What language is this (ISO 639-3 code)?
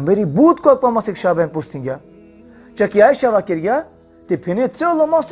rmn